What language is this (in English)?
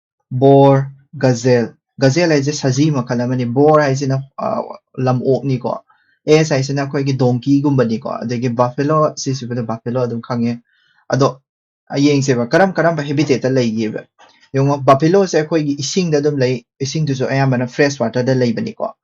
Manipuri